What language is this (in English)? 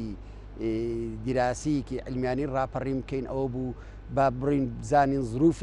Central Kurdish